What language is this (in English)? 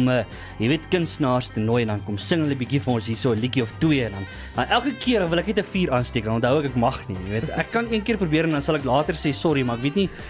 Afrikaans